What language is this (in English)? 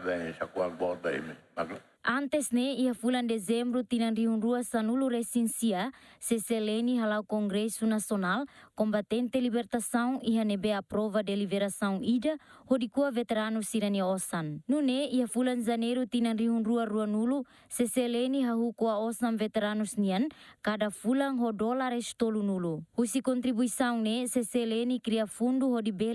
Tetum